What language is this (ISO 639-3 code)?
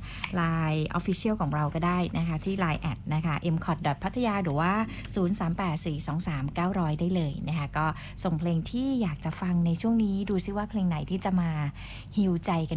tha